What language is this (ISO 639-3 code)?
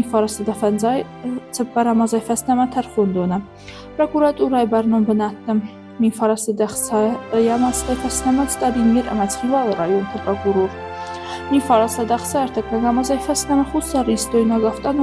oss